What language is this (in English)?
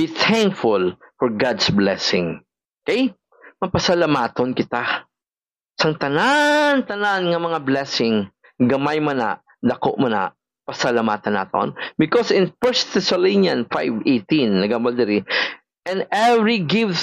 Hiligaynon